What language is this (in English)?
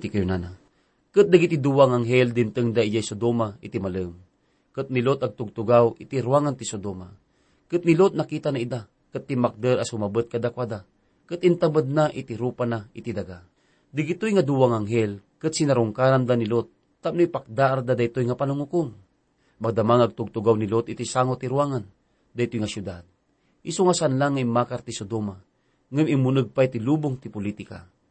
Iloko